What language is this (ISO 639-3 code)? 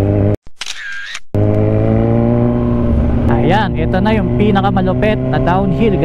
fil